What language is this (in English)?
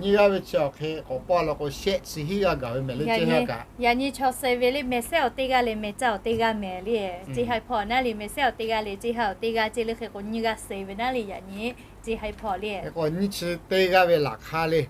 Lahu